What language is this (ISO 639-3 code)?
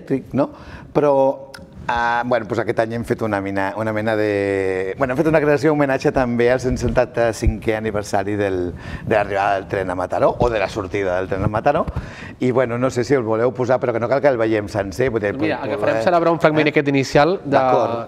cat